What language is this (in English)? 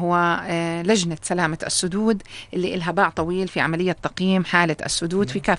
North Levantine Arabic